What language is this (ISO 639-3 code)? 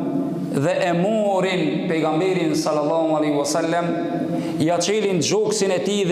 sqi